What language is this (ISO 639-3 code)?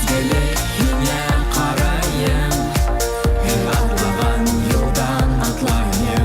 bak